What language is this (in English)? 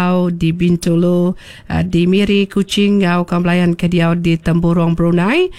Iban